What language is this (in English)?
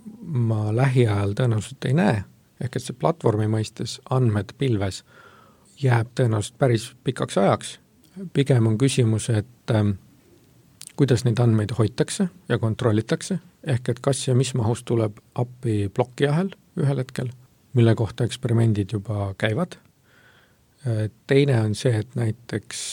Estonian